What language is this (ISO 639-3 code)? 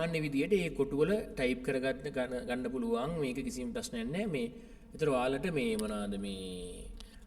sin